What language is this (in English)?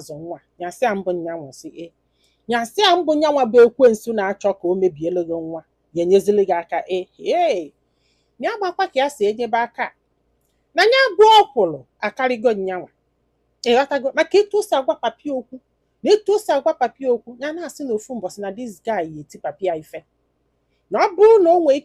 Igbo